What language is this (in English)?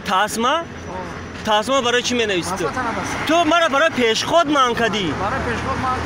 Tajik